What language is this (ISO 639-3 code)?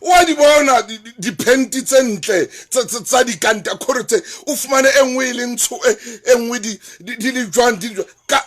sot